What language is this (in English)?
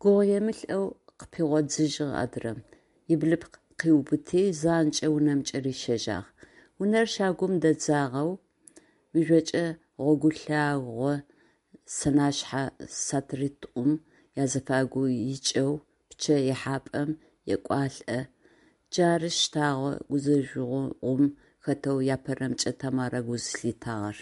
Adyghe